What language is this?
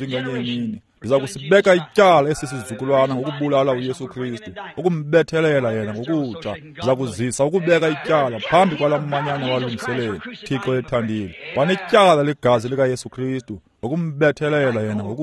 Xhosa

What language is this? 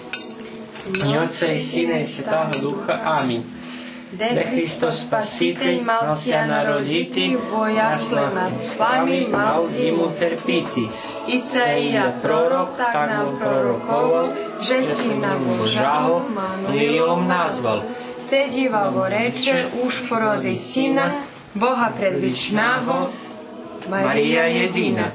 Rusyn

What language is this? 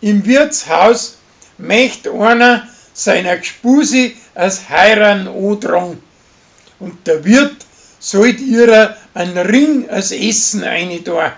Bavarian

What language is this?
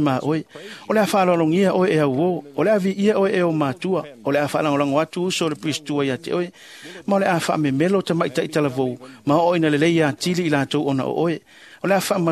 Samoan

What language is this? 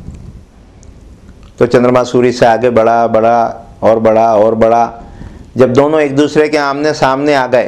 Hindi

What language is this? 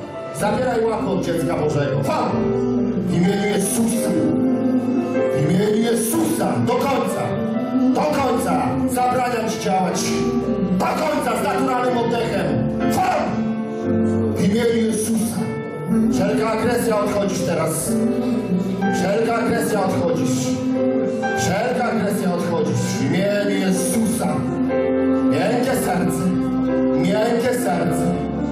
Polish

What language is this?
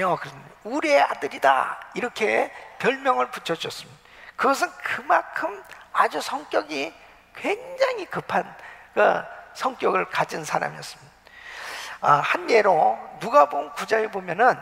Korean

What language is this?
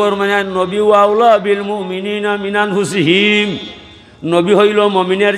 Sylheti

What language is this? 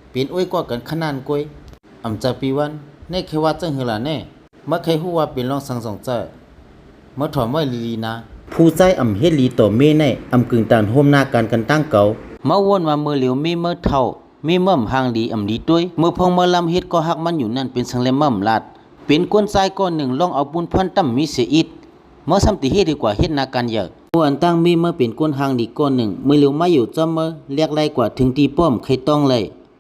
Shan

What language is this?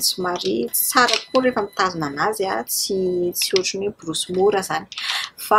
Malagasy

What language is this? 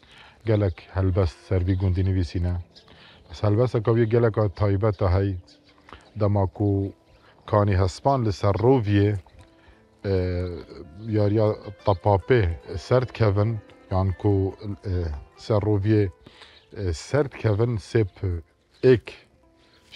Kurdish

